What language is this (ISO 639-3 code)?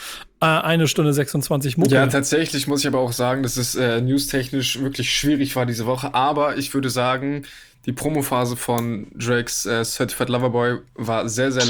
deu